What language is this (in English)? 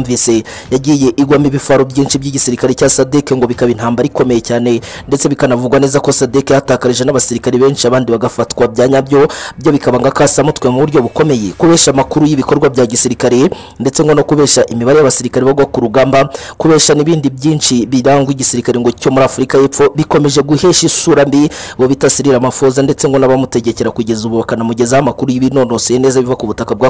Kinyarwanda